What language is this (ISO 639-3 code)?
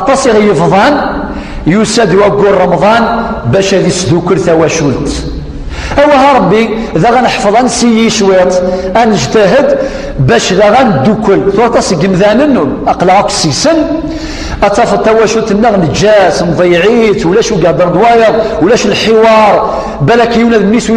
kab